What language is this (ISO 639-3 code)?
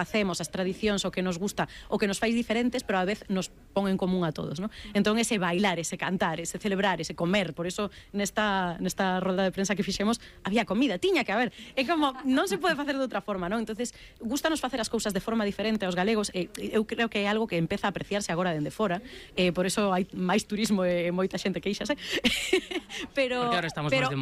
glg